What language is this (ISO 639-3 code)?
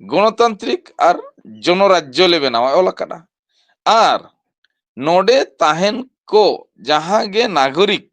sat